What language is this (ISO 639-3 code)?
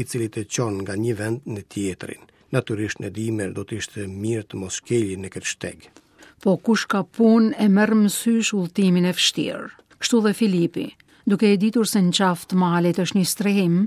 sqi